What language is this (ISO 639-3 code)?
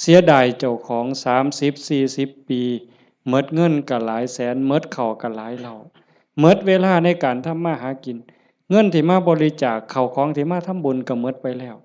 lao